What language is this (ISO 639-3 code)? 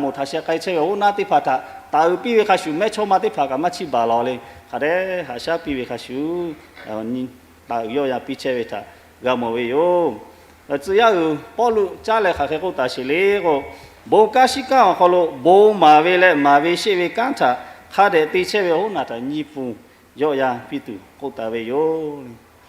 lhu